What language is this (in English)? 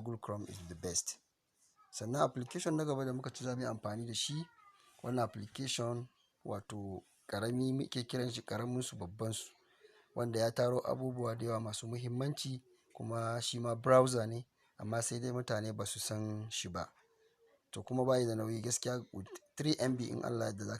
Hausa